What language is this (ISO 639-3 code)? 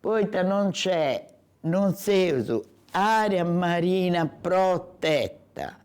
srd